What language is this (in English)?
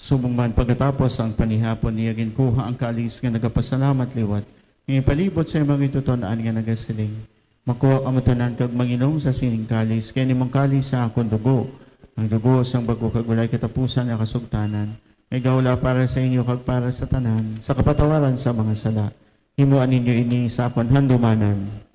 Hiligaynon